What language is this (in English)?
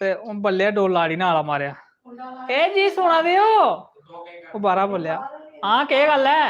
Dogri